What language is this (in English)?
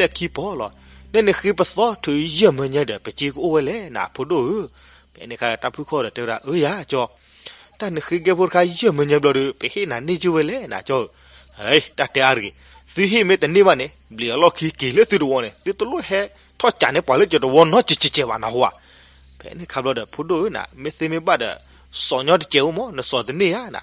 S'gaw Karen